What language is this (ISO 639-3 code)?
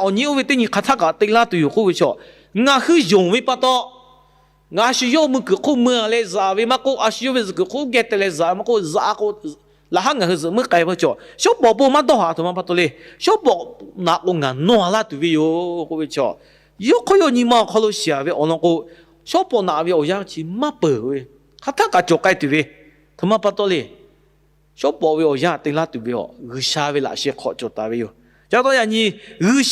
lhu